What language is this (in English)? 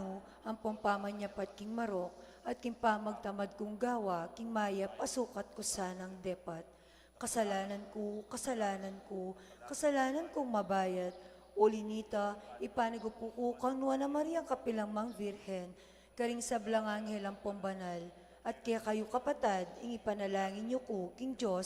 Pampanga